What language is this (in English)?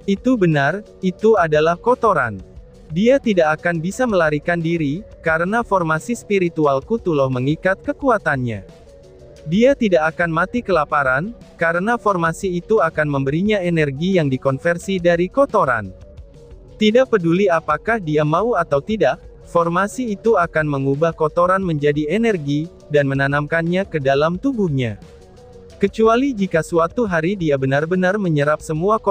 Indonesian